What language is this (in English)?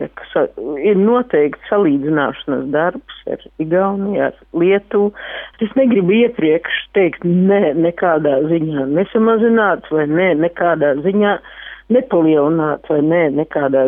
Latvian